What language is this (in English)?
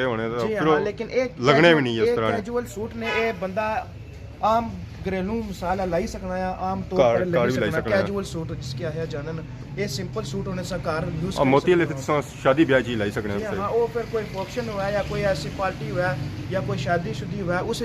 Pahari-Potwari